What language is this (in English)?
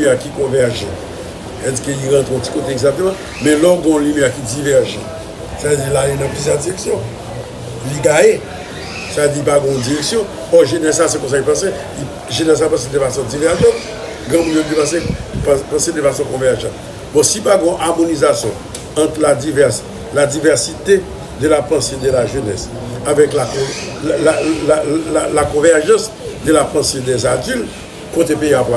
Haitian Creole